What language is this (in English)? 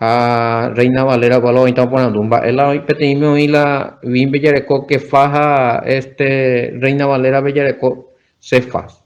Guarani